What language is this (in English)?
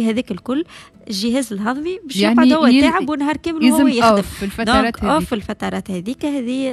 Tunisian Arabic